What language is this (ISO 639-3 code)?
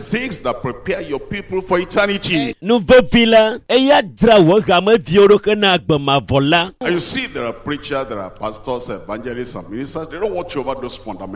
ewe